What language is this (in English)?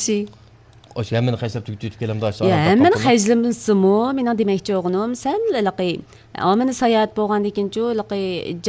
Uyghur